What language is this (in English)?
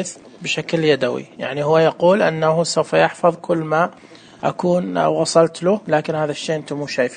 Najdi Arabic